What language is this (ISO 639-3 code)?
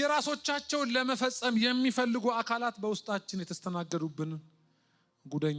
amh